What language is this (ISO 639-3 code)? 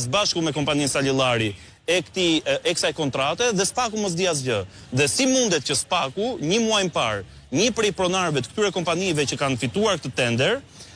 sqi